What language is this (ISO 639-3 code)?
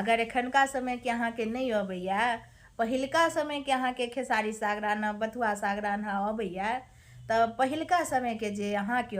mai